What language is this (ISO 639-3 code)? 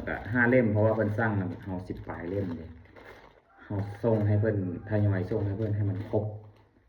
lao